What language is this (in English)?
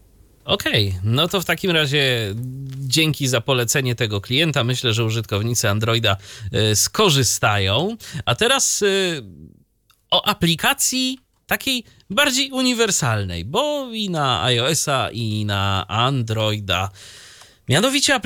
Polish